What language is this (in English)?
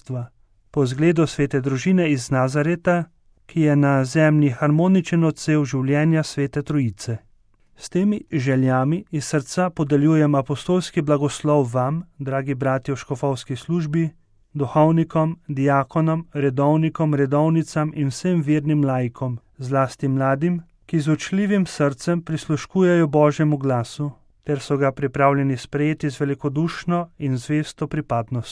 Slovenian